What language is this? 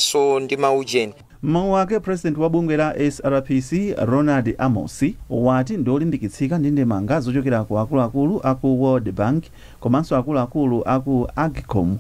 Nyanja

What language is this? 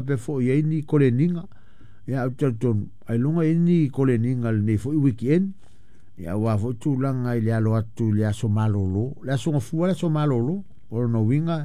Samoan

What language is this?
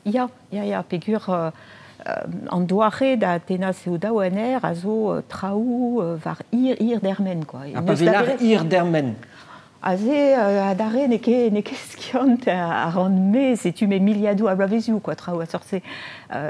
Breton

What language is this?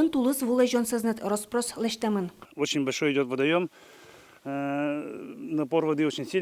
Udmurt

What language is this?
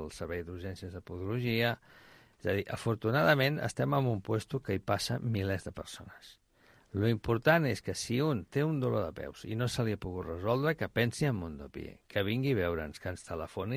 Catalan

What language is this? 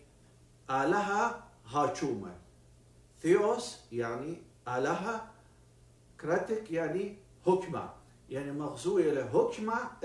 Assyrian Neo-Aramaic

